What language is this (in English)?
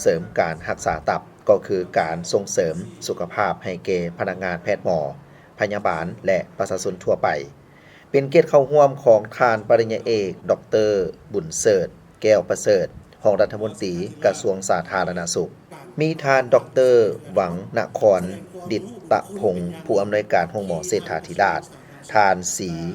Lao